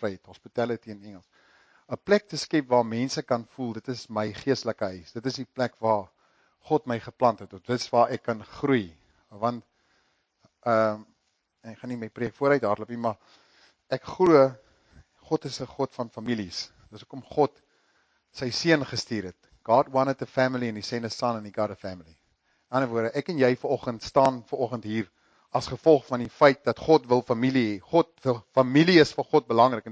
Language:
Afrikaans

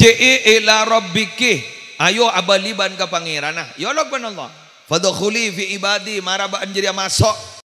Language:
Madurese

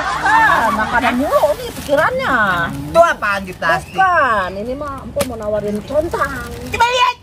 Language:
Betawi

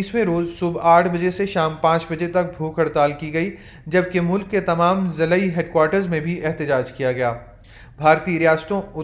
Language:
Urdu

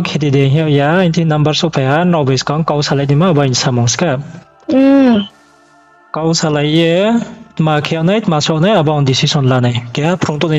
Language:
Riang (India)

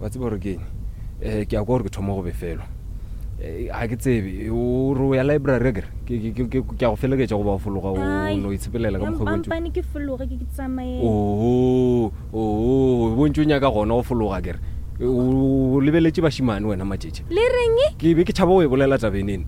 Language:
Northern Sotho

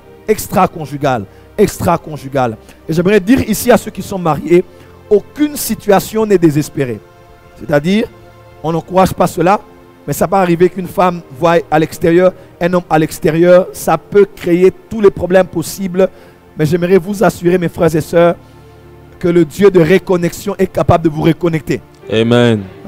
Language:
French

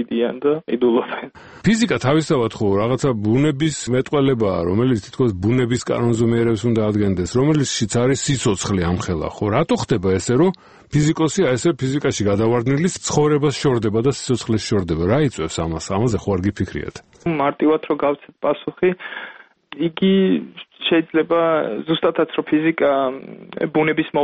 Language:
Georgian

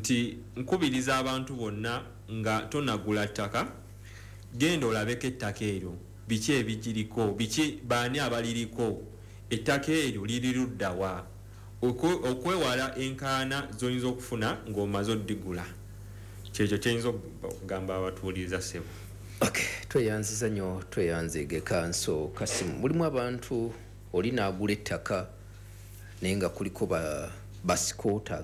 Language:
Ganda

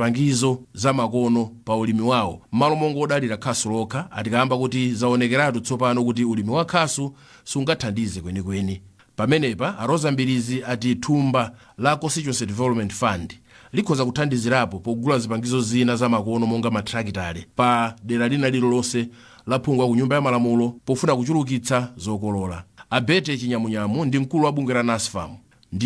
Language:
Nyanja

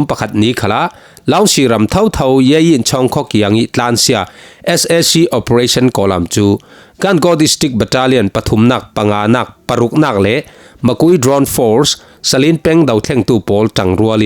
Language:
Falam Chin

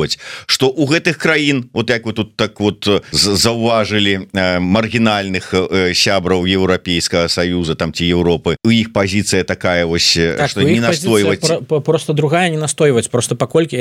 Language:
Belarusian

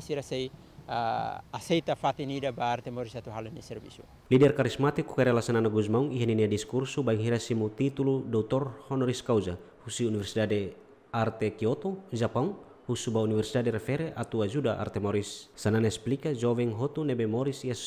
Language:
Tetum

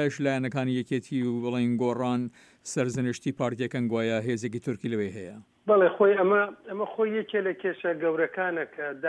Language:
Central Kurdish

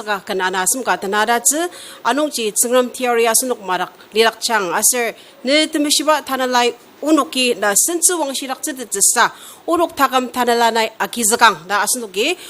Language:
Ao Naga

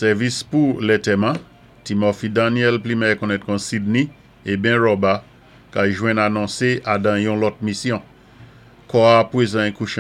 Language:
Saint Lucian Creole French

